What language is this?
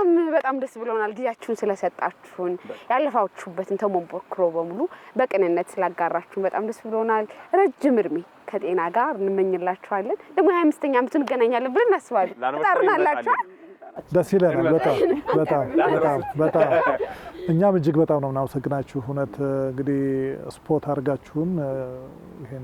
Amharic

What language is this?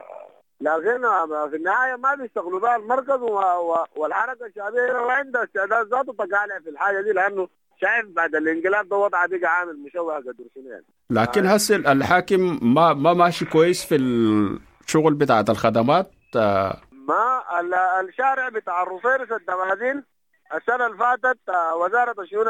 Sudanese Arabic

